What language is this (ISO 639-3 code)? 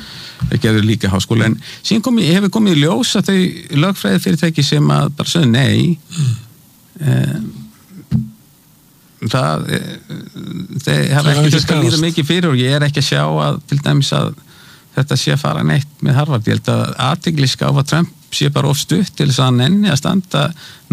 isl